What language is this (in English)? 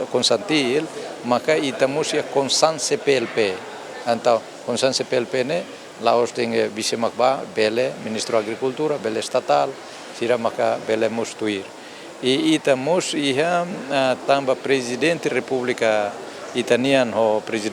Tetum